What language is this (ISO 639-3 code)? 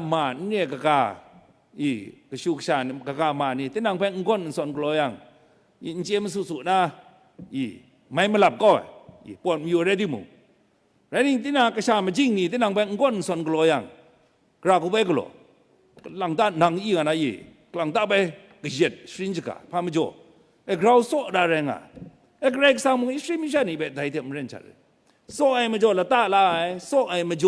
kac